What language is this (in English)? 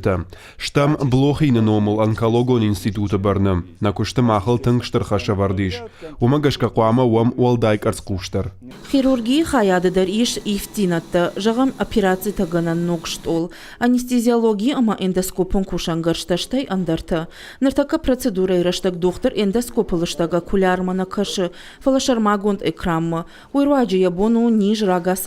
Ossetic